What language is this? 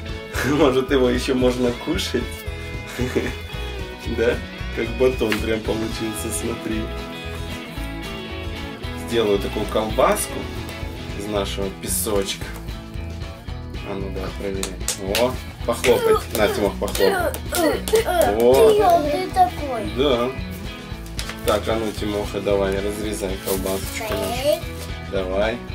Russian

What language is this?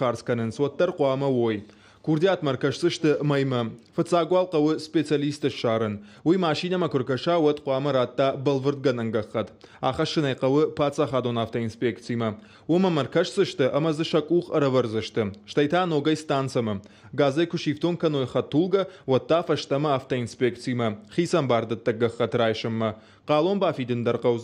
Ossetic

